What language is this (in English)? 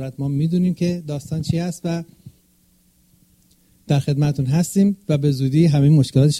Persian